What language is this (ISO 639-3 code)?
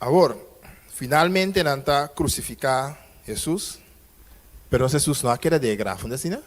pap